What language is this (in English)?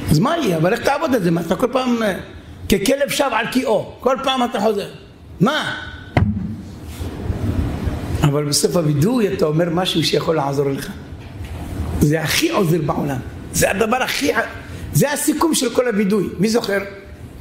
Hebrew